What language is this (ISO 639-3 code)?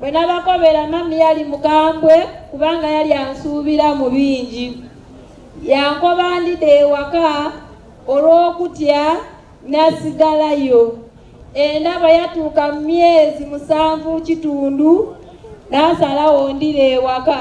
xog